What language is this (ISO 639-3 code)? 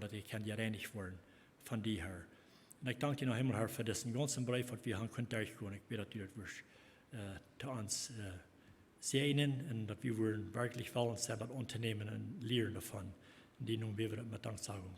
pdt